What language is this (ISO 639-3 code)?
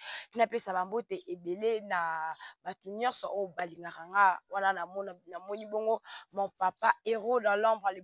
lin